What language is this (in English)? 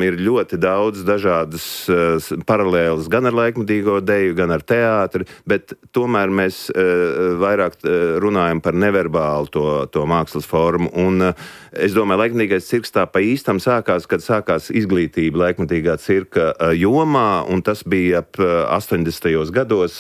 Latvian